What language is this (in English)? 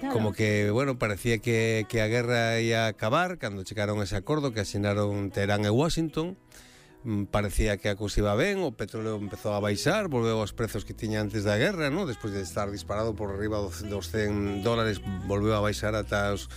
Galician